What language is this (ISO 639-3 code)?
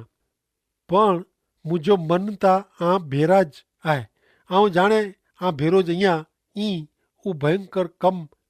kfr